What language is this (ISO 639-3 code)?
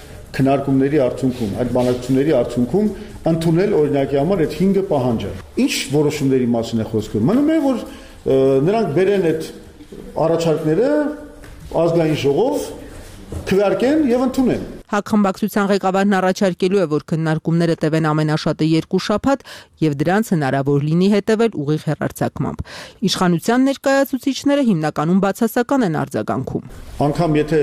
hye